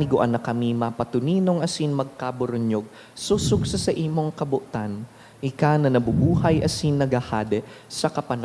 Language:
Bikol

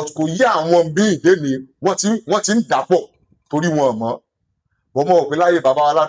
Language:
Yoruba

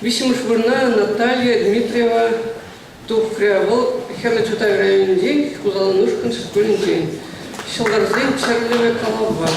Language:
Chuvash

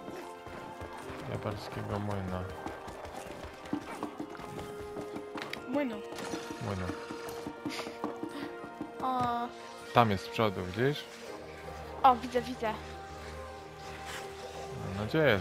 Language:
Polish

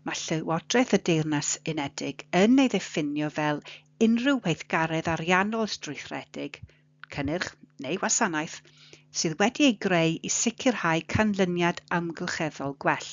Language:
Welsh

